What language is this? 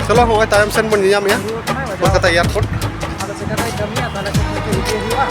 Santali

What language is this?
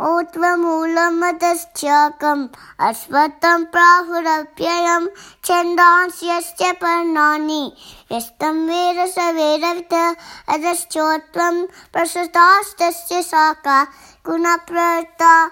Sanskrit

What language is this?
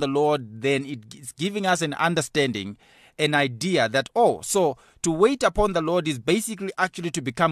English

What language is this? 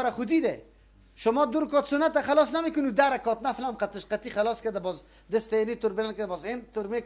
Persian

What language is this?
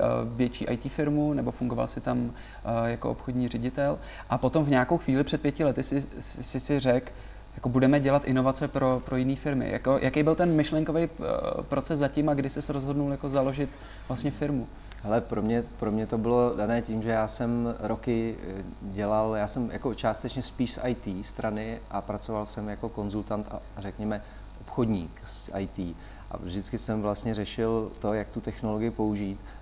Czech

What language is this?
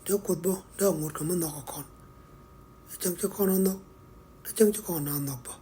Nuer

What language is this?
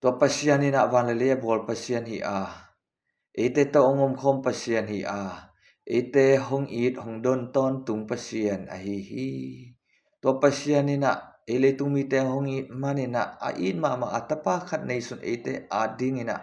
Tedim Chin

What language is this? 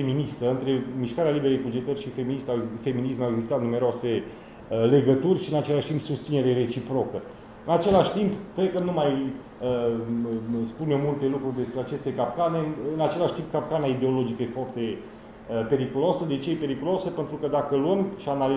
Romanian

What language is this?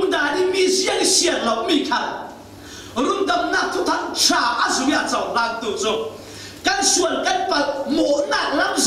Falam Chin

